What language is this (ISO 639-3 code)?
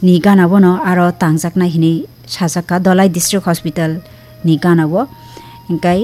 trp